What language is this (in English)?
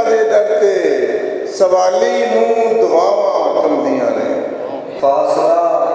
Western Panjabi